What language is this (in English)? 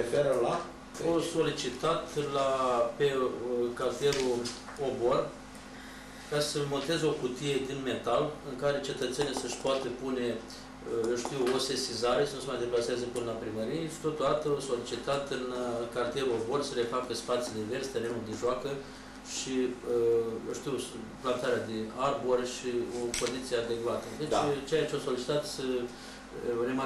Romanian